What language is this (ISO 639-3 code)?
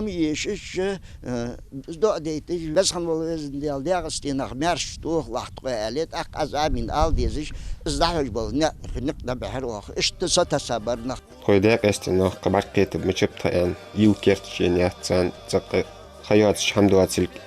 inh